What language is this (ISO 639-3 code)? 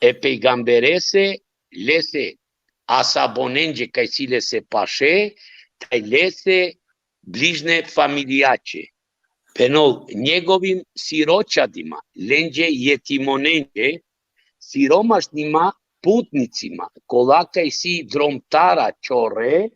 rmn